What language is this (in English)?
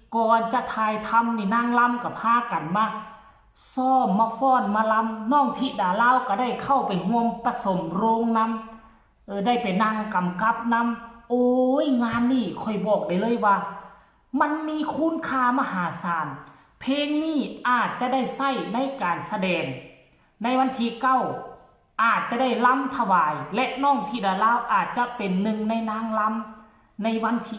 Northeastern Thai